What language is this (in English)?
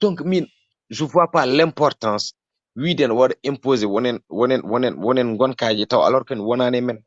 Fula